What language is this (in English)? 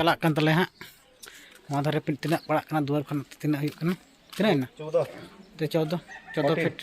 Santali